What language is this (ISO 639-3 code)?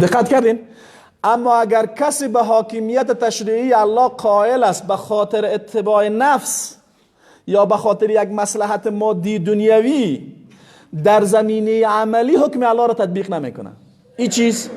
fas